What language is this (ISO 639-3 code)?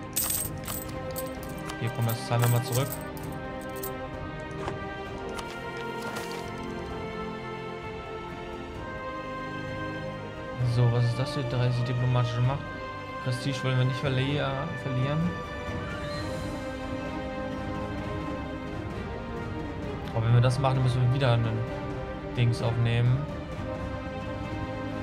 deu